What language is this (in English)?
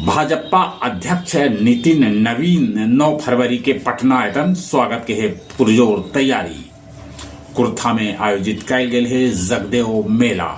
Magahi